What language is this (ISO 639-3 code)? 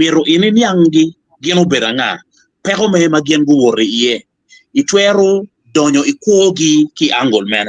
ach